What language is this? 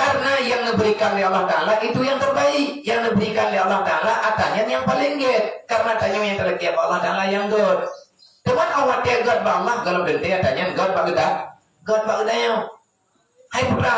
Achinese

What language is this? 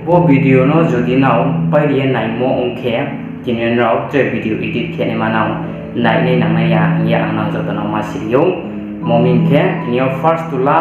Riang (India)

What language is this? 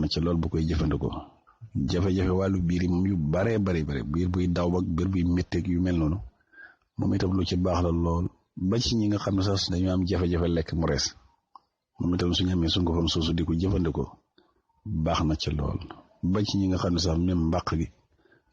Wolof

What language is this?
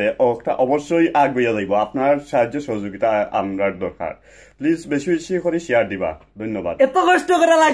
Sylheti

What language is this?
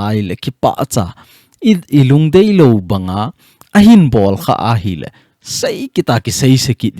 Thado Chin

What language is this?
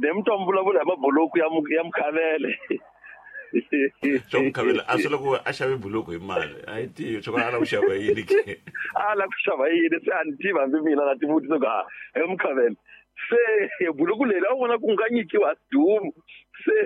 Tsonga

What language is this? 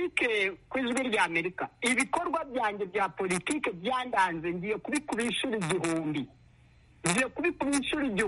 Kinyarwanda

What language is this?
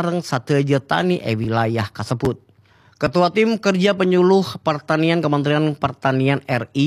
Madurese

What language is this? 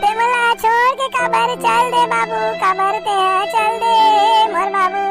Chhattisgarhi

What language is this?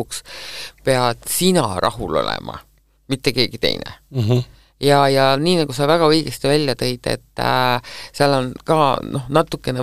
Estonian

